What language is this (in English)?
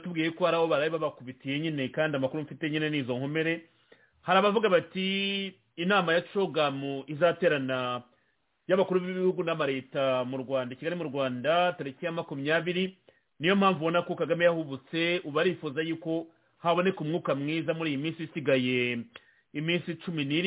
Kinyarwanda